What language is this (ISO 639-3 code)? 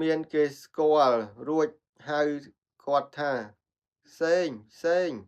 khm